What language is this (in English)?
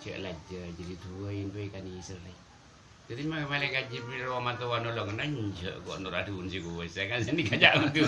Madurese